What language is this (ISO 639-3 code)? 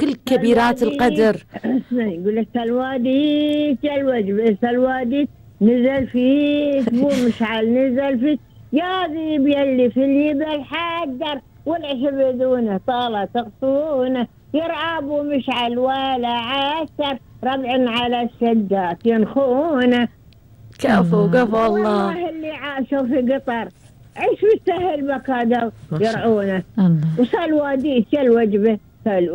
afb